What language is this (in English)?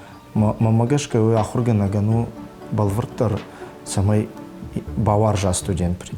Ossetic